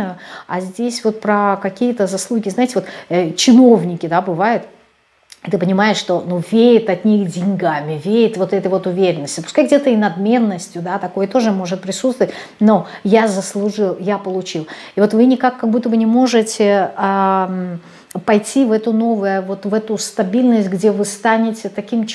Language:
Russian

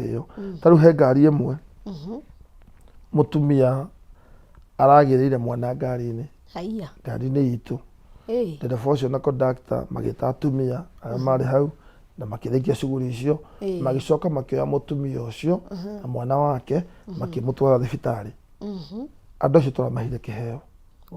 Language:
Kikuyu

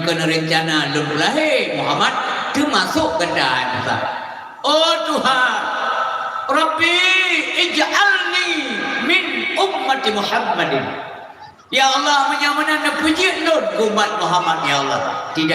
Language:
Achinese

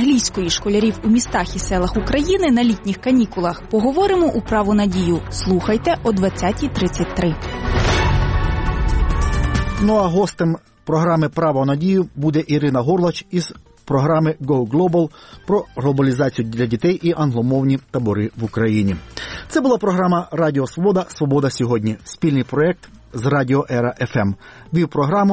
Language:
Ukrainian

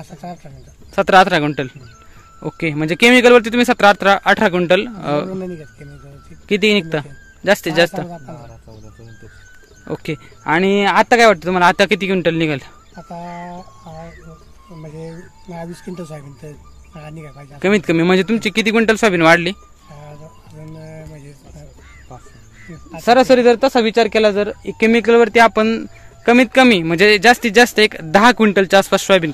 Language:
Marathi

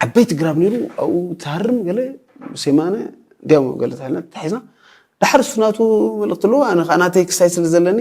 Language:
Tigrinya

